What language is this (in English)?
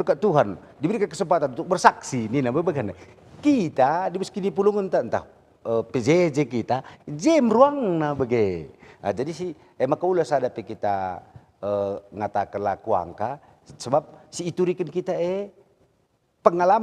Batak Karo